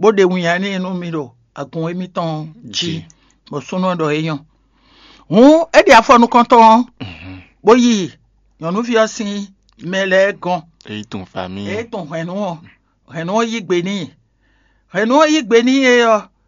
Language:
Fon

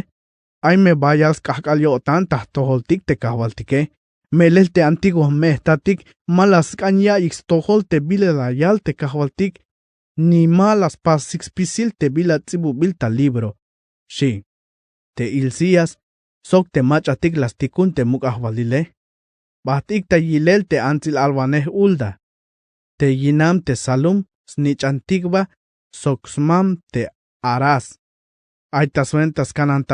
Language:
Tzeltal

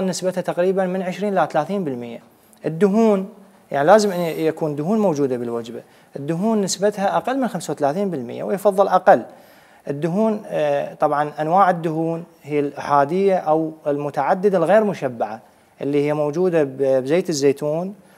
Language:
Mesopotamian Arabic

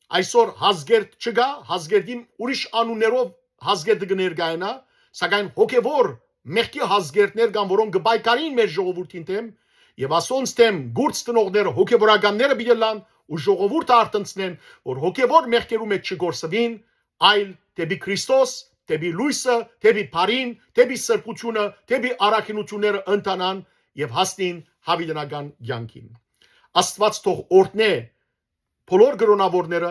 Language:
Western Armenian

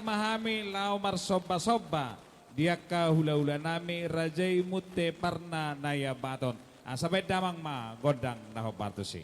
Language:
Batak Toba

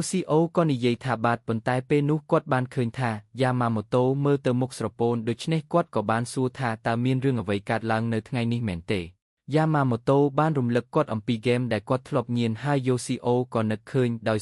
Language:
Khmer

